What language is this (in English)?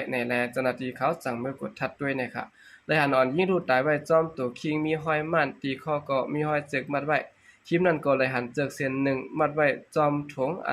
Shan